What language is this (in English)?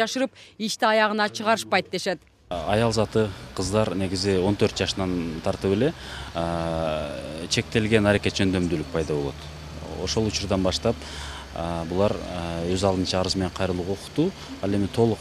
Kyrgyz